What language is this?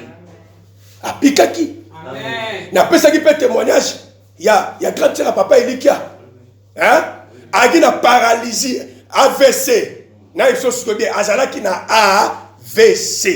Lingala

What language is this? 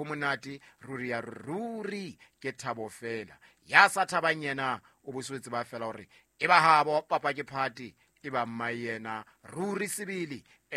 Southern Sotho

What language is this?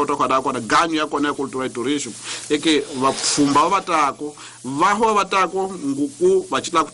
Tsonga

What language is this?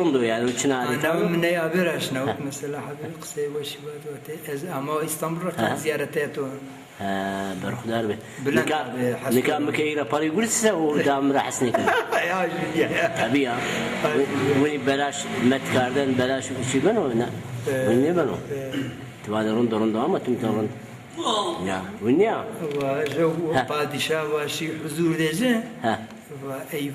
Zaza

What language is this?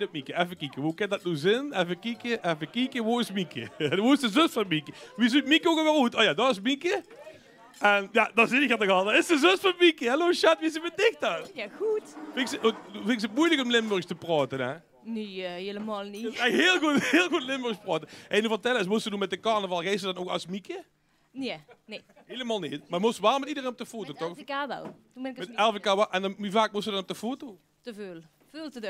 Limburgish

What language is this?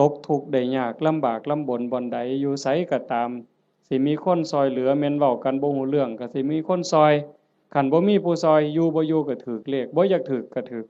Northeastern Thai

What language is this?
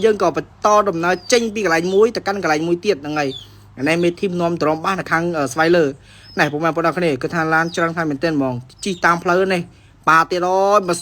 Khmer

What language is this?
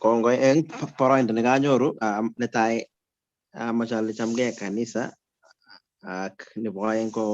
Kalenjin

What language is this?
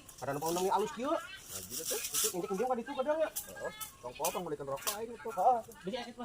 Sundanese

